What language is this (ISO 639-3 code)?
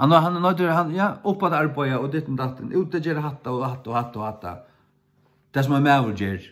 fao